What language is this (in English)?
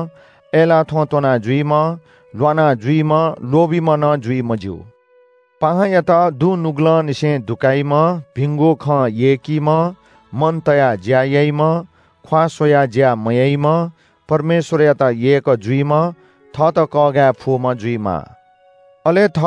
Newari